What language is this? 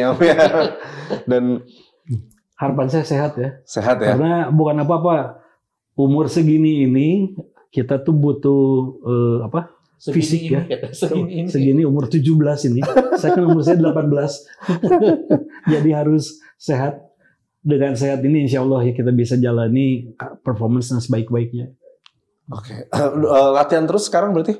Indonesian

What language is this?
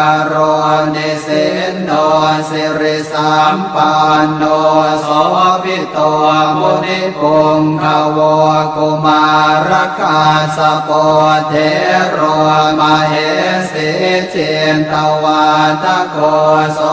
Pali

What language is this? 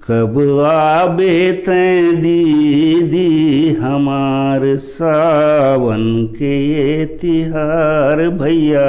Chhattisgarhi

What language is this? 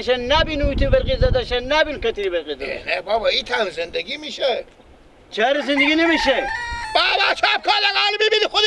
Persian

